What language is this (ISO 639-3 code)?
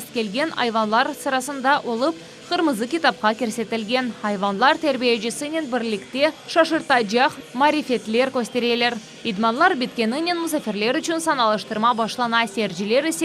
crh